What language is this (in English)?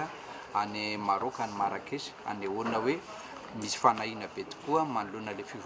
Malagasy